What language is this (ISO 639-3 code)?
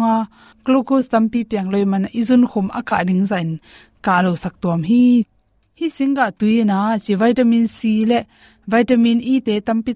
ctd